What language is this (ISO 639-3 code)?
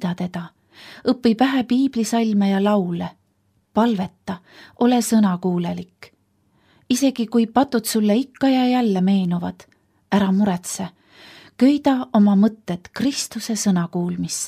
est